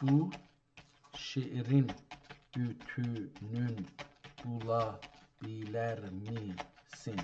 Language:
South Azerbaijani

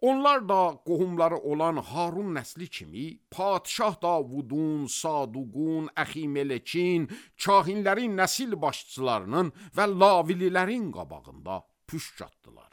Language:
Azerbaijani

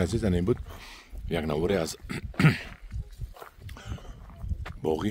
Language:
Tajik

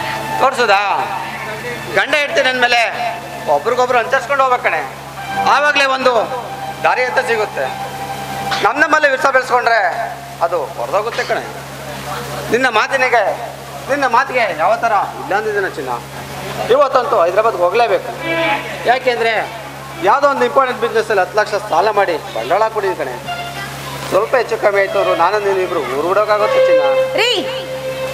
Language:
Kannada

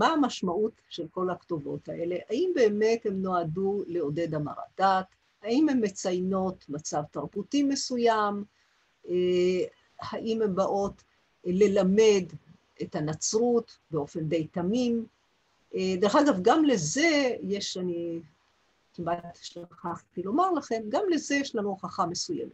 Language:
Hebrew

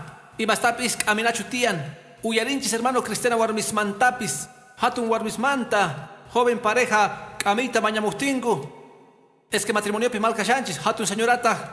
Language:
Quechua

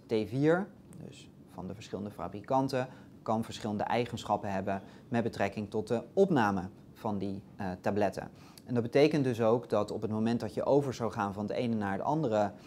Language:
Dutch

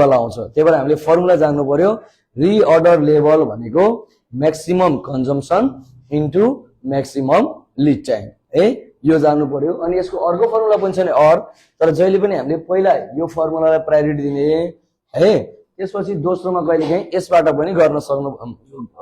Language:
Nepali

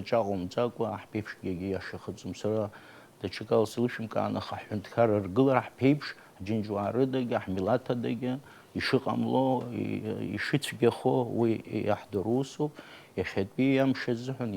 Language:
Abkhazian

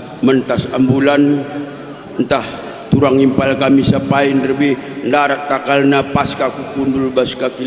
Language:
Batak Karo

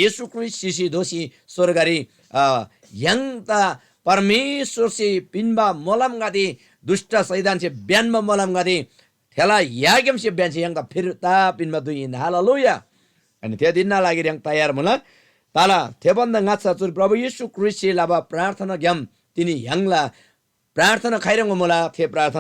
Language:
Eastern Tamang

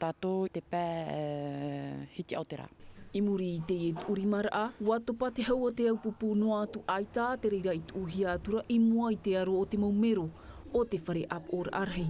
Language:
Tahitian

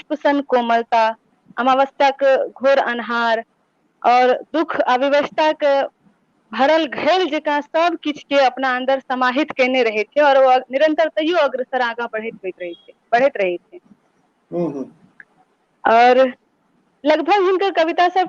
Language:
Maithili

